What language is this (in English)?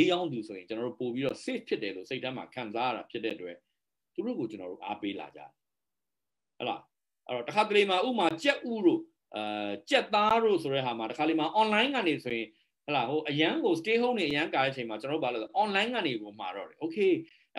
Burmese